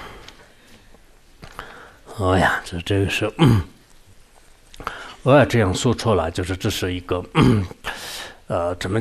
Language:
Chinese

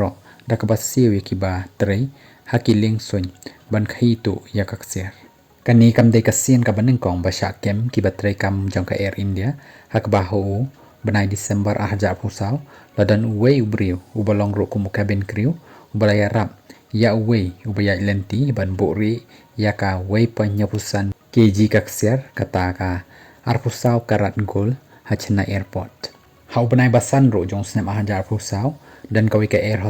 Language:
Khasi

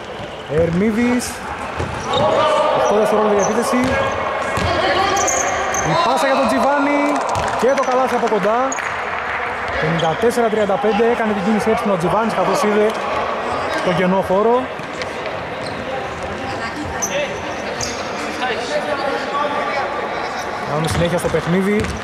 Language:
Greek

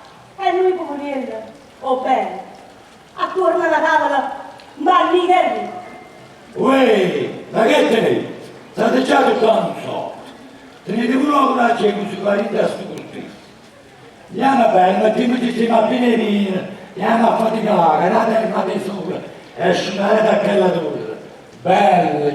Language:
Neapolitan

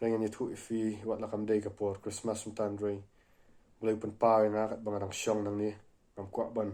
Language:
Khasi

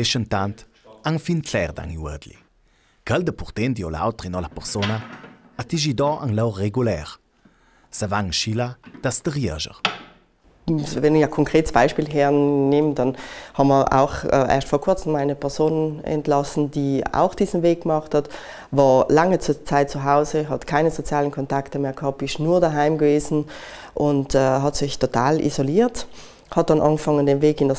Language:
Ladin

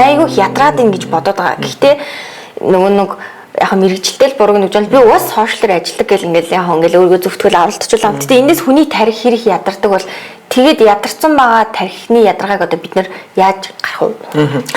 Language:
Mongolian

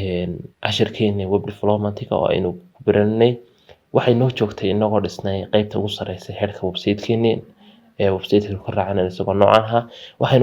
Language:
Somali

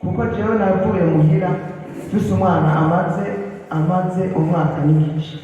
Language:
Rundi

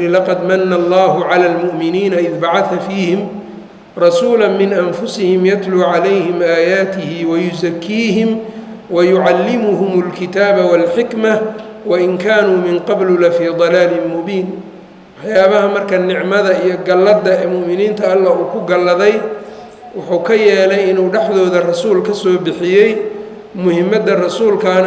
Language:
Somali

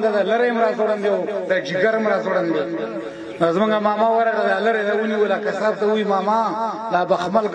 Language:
Pashto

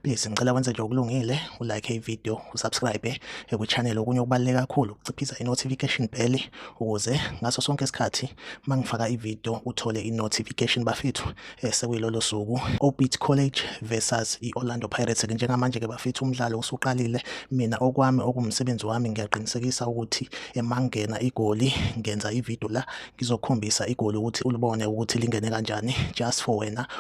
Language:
Zulu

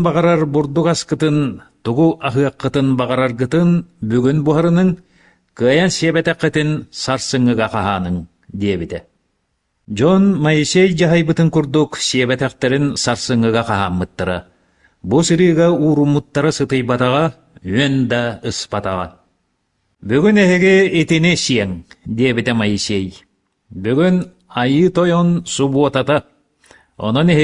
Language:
Yakut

